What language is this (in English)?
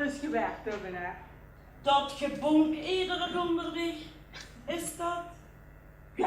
Limburgish